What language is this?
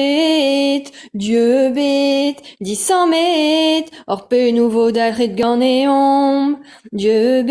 Breton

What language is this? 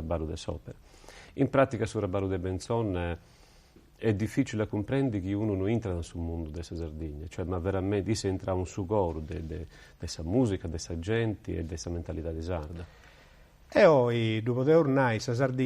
Sardinian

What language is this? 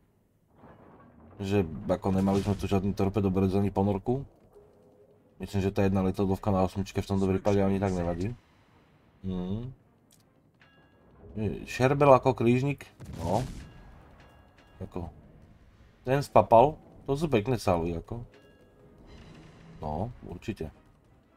Slovak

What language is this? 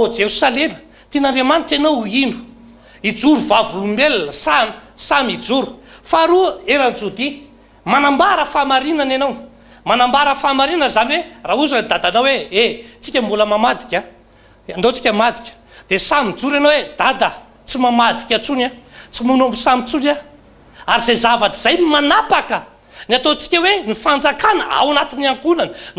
Malagasy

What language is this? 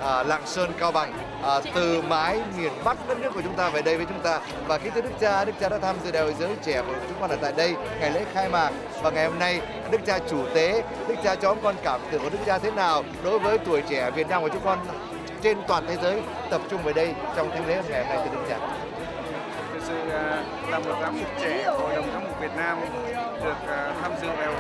Vietnamese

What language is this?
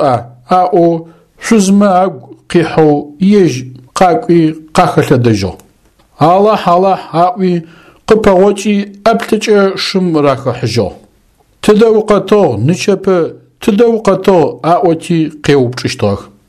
Adyghe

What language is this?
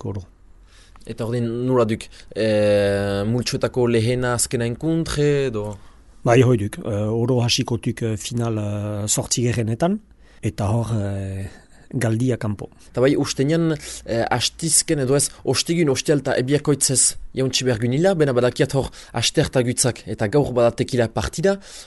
Basque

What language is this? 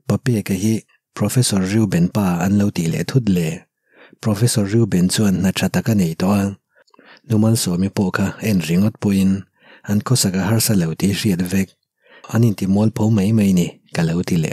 Mizo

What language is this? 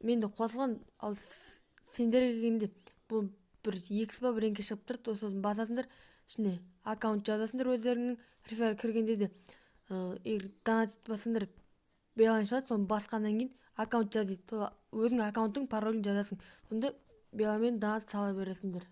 Kazakh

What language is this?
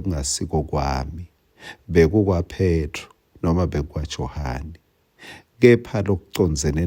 Swati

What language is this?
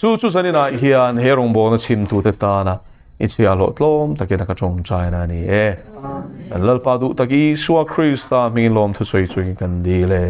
Mizo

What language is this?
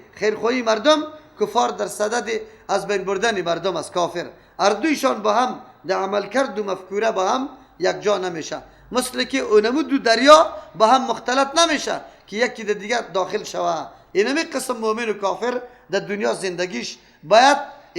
Persian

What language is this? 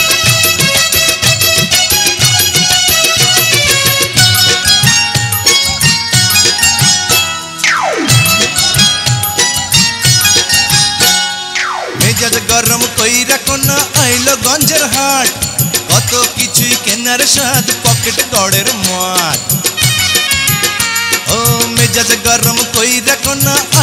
Bangla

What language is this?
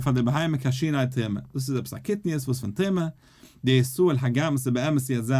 Yiddish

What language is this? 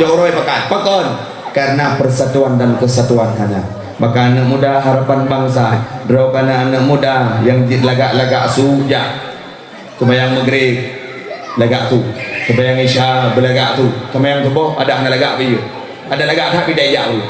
Achinese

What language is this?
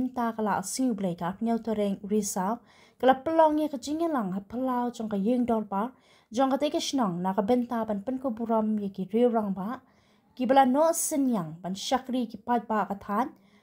Khasi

